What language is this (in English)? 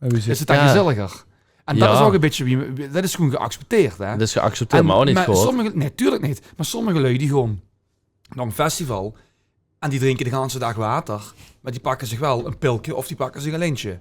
Limburgish